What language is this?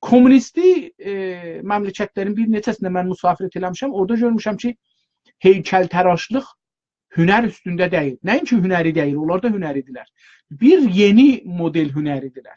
South Azerbaijani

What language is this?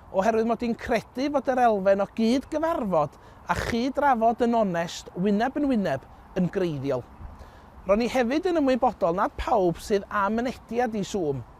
Welsh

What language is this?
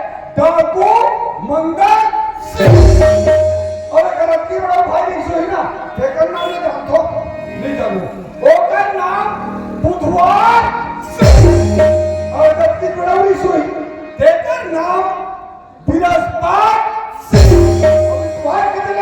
Chhattisgarhi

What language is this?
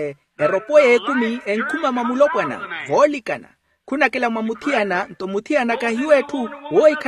Makhuwa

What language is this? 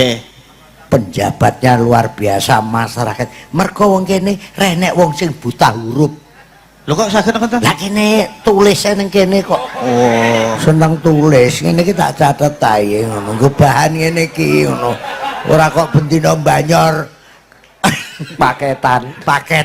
Javanese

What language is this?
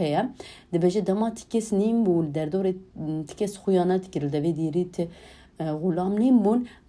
Kurdish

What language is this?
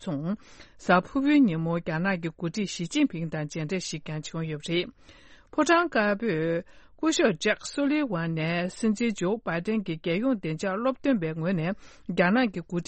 Tibetan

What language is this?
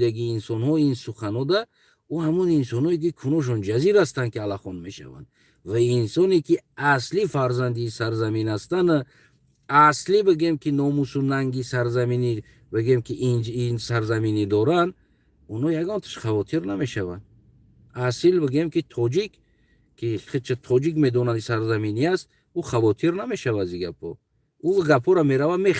Tajik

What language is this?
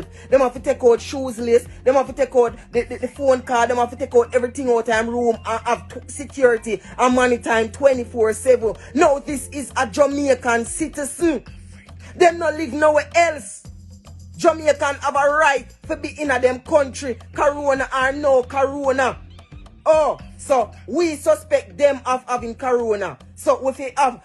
Jamaican Creole English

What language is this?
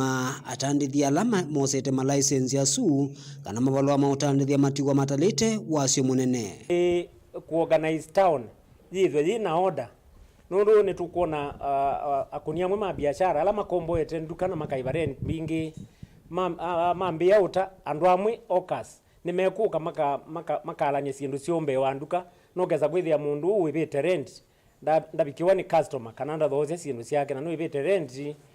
Kamba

